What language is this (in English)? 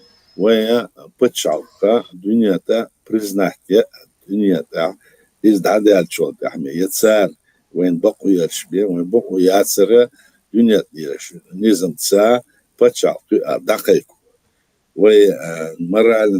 Chechen